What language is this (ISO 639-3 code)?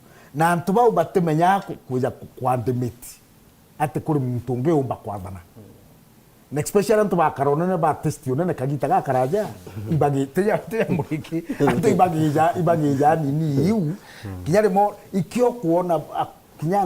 mer